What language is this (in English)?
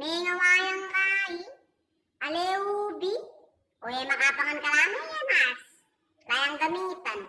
Pampanga